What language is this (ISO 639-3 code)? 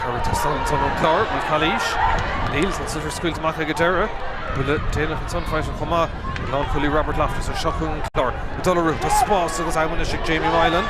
gle